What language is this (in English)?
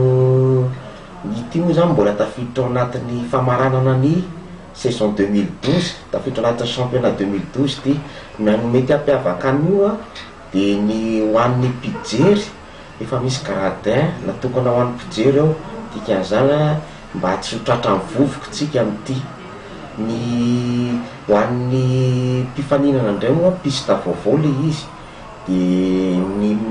Malagasy